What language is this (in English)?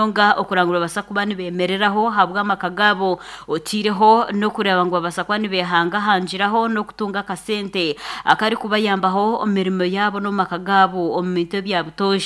Nyankole